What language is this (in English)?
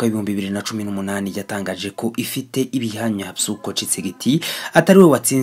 Kinyarwanda